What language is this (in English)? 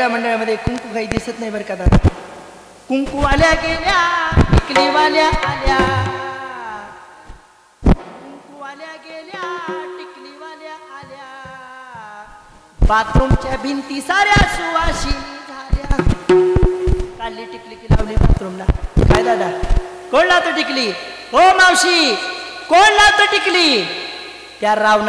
Marathi